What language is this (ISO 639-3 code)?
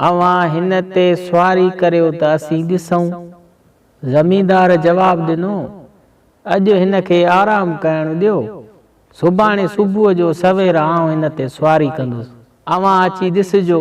snd